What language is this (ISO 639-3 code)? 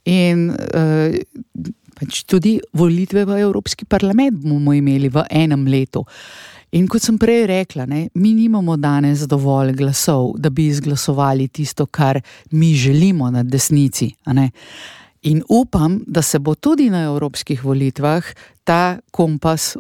slv